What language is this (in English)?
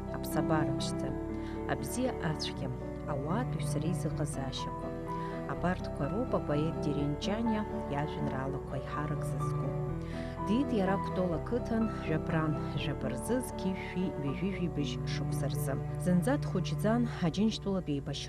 Abkhazian